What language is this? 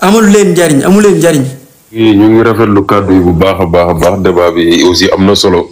Wolof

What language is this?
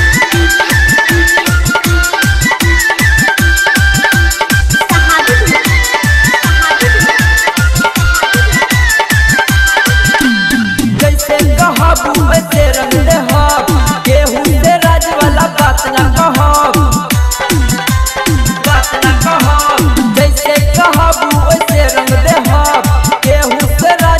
Bhojpuri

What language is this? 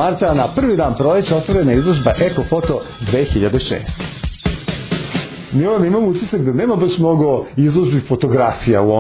Serbian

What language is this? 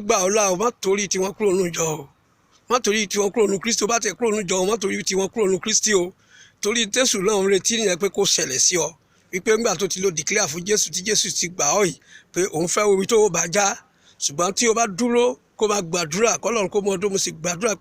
Yoruba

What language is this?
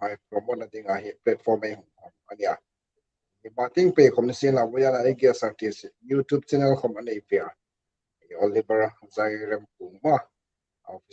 Hmar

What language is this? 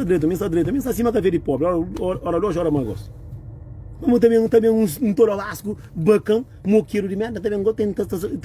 Kabuverdianu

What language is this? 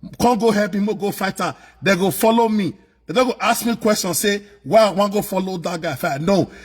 Nigerian Pidgin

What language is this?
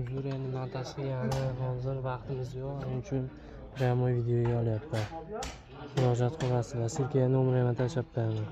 Uzbek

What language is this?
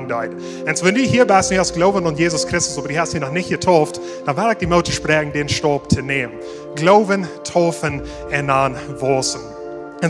Plautdietsch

